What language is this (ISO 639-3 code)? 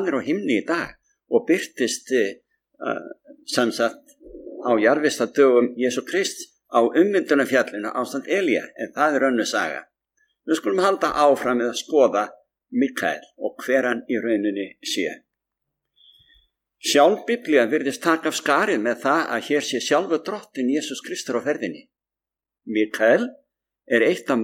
isl